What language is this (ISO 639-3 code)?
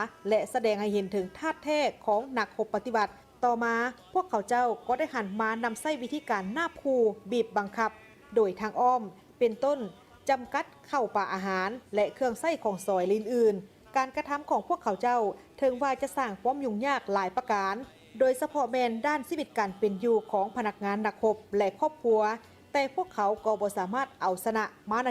lao